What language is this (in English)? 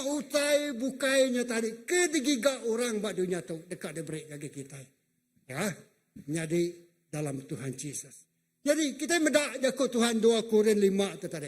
Iban